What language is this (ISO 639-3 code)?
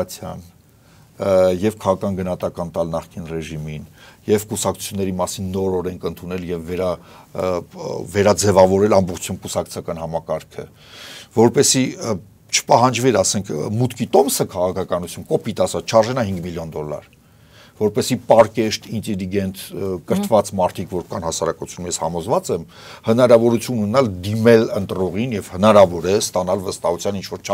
hye